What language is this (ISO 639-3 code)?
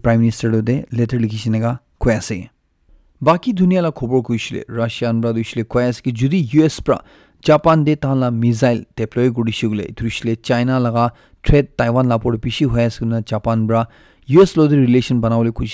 nag